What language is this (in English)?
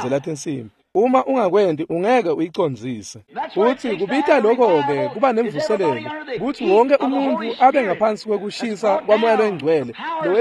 Swati